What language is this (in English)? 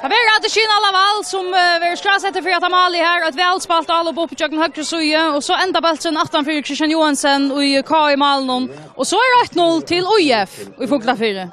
Faroese